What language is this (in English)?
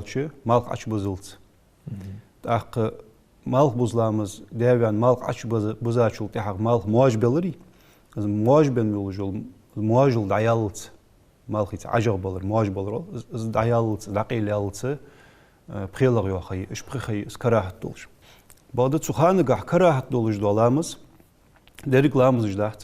Ingush